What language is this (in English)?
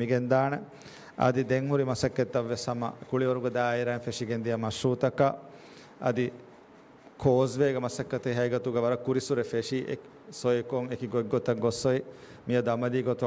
Divehi